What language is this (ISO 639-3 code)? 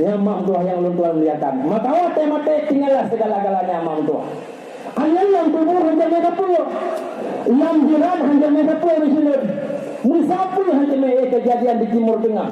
ace